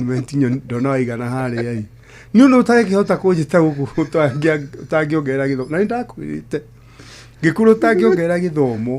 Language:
Kikuyu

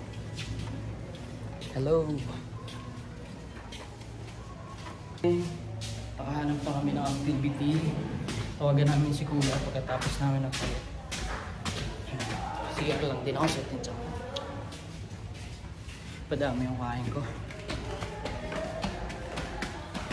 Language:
Filipino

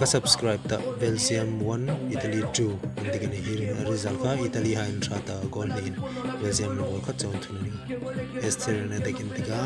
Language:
Hmar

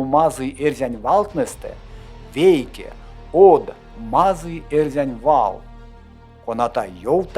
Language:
Erzya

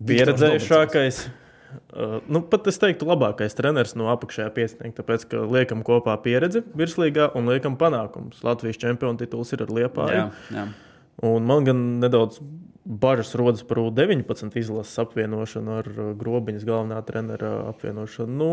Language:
Latvian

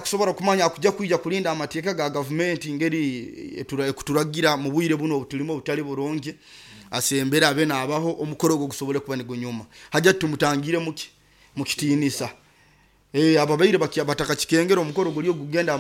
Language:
Nyoro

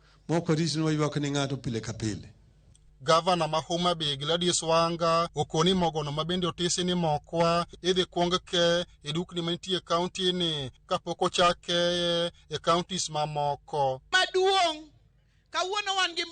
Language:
Luo (Kenya and Tanzania)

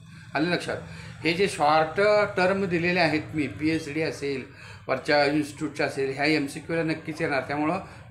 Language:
Marathi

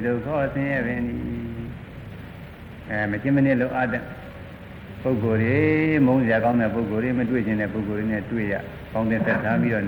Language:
Burmese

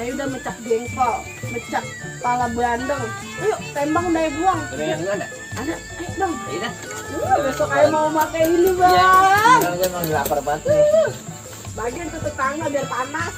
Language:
Betawi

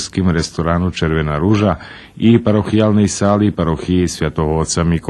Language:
Rusyn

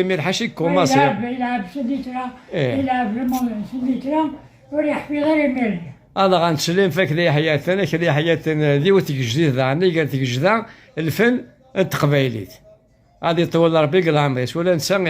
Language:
Kabyle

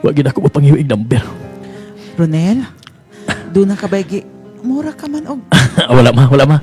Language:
Cebuano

